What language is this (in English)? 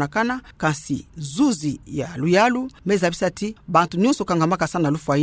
Kituba (Democratic Republic of Congo)